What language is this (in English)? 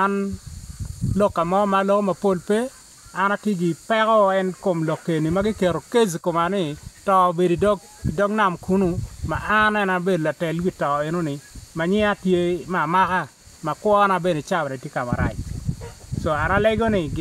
Acoli